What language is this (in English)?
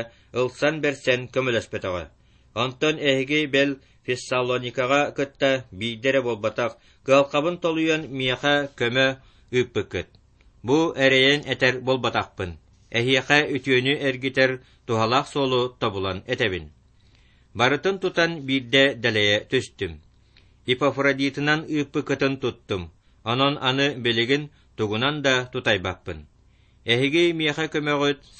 Yakut